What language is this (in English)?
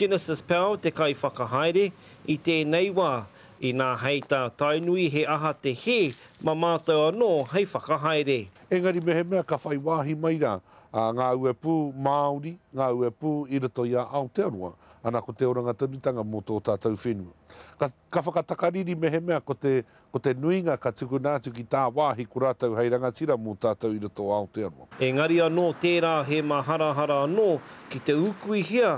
Māori